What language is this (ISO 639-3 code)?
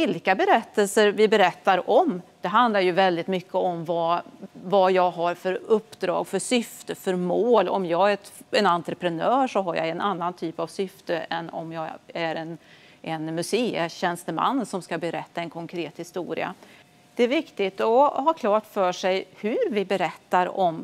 swe